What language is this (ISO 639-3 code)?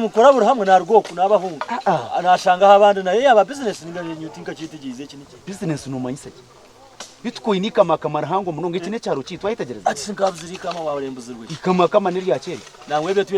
nyn